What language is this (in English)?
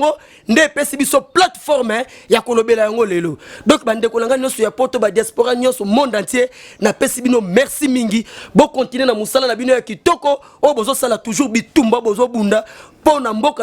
Lingala